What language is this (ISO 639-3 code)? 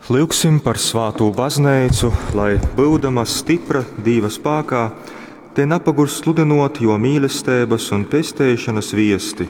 ltg